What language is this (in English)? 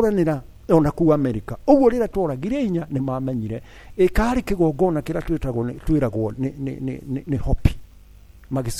Kikuyu